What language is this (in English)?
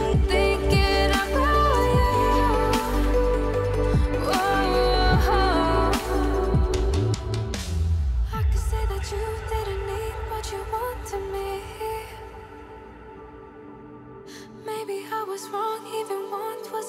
English